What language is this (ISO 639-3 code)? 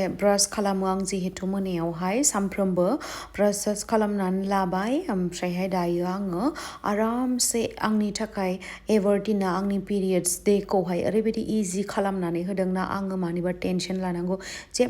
brx